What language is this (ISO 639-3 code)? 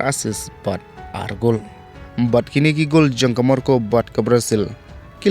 kha